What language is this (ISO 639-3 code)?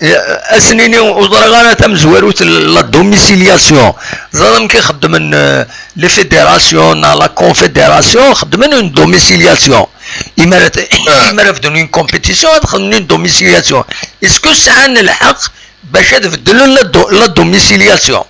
kab